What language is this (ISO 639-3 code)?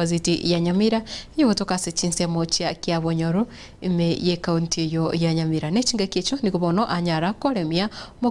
guz